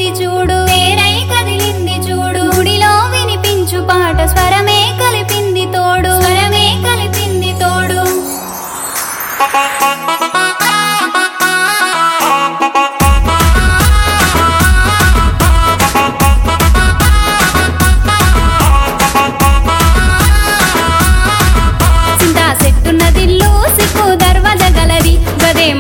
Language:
Telugu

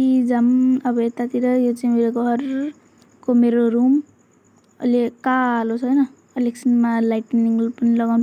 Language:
Nepali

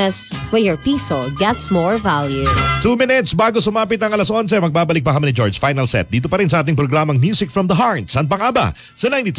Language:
Filipino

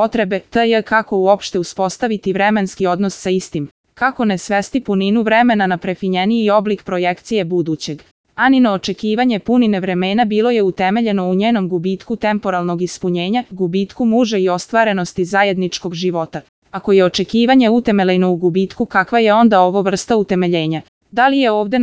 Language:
Serbian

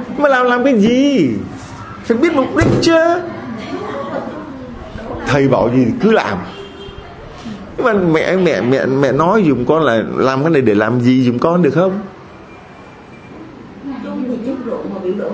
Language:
Vietnamese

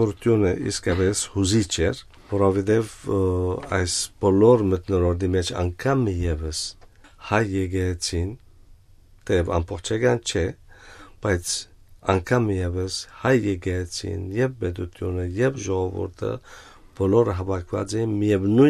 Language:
Armenian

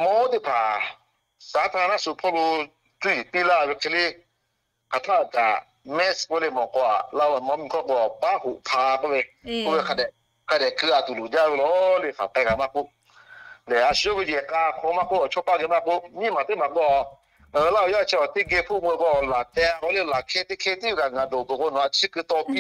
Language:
Lahu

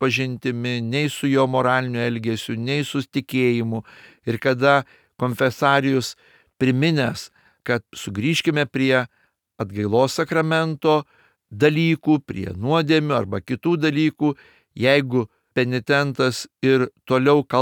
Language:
Lithuanian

